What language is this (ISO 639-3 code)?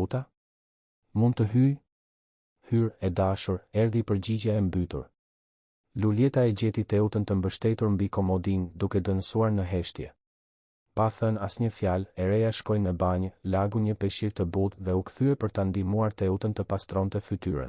sqi